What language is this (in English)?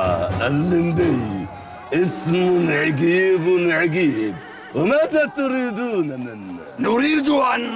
Egyptian Arabic